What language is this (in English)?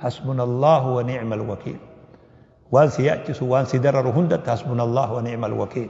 Oromo